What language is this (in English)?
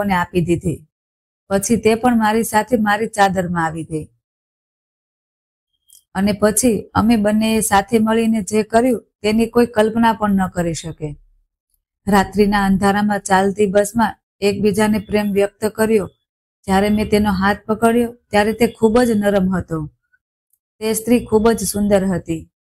Gujarati